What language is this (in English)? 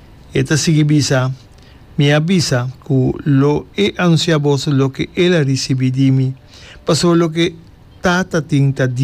Papiamento